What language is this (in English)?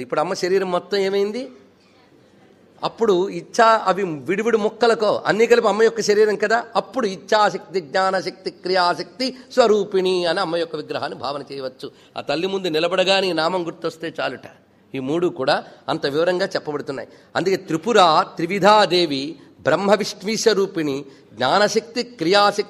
Telugu